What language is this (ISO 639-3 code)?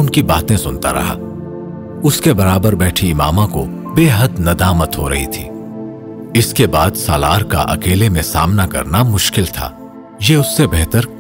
urd